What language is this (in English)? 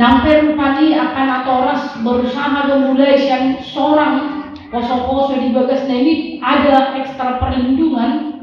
Batak Toba